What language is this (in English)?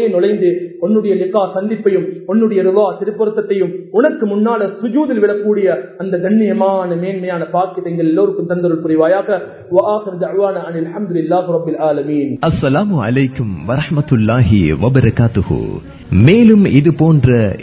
Tamil